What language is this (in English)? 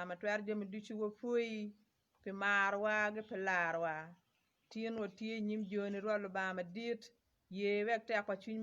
Acoli